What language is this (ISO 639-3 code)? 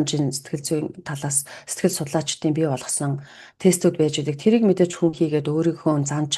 mon